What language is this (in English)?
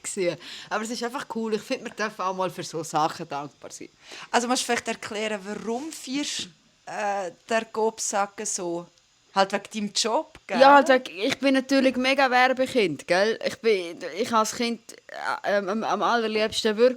Swiss German